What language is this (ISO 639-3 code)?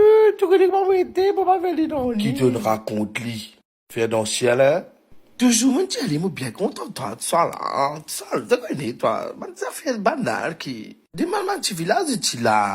mfe